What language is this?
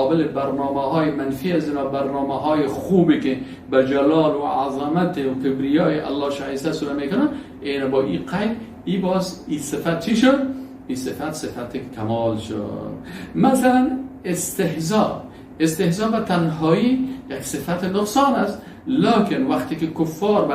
Persian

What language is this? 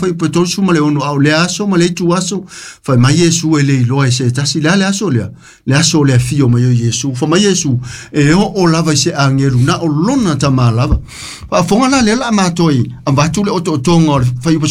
Samoan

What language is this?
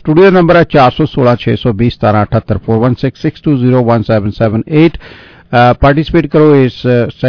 Punjabi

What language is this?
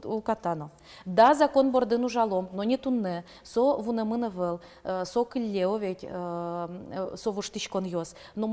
Udmurt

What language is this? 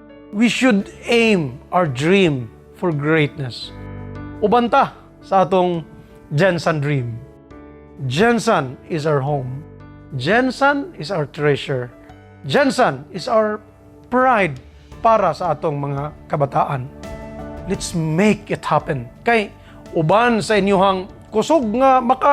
Cebuano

